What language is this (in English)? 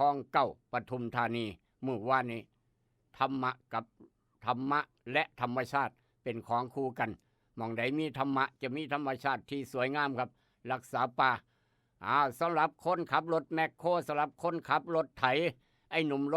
Lao